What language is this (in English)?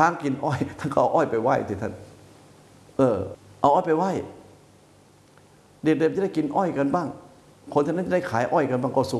Thai